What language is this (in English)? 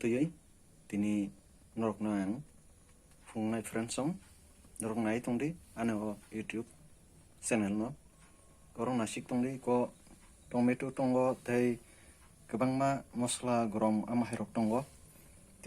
Kok Borok